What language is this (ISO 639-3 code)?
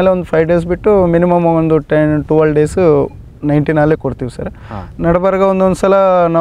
kan